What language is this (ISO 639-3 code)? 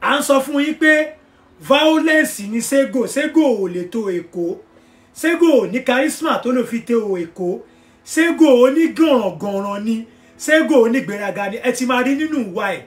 yor